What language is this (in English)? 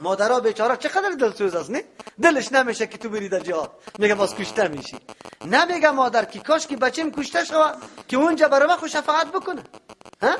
Persian